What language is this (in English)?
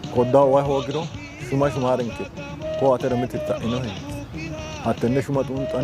Sidamo